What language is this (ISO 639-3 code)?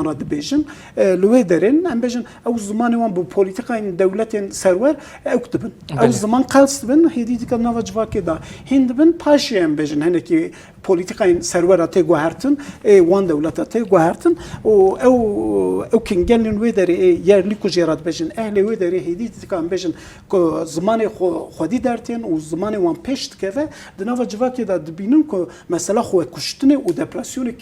kur